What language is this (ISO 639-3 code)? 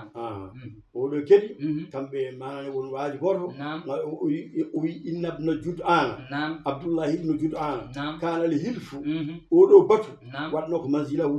ful